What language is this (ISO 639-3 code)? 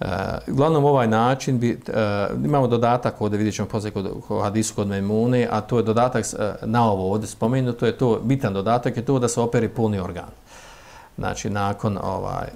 bos